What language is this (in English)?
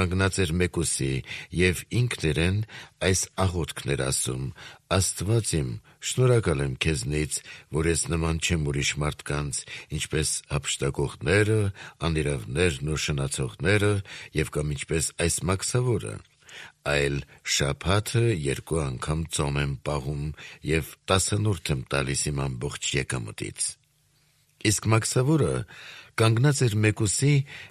Armenian